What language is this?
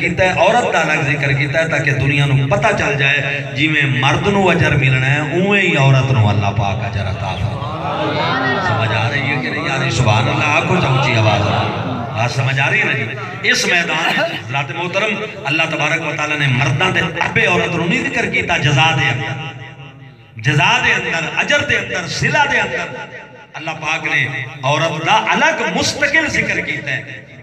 Saraiki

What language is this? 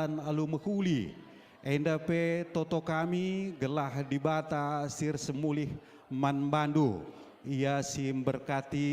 Batak Karo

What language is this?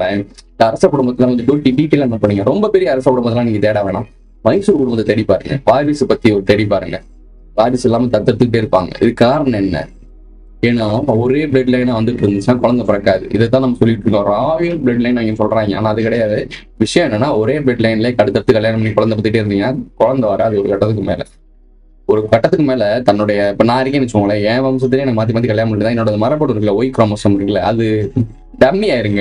Tamil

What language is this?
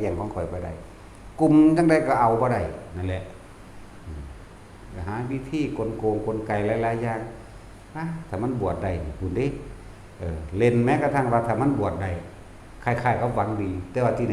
Northeastern Thai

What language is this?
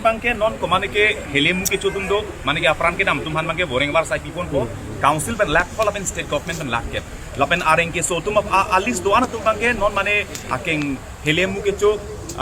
Karbi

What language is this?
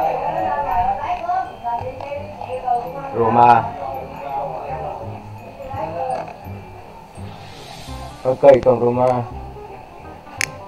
Vietnamese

